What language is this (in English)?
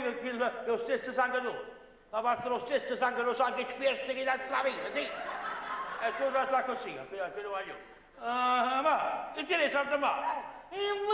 Neapolitan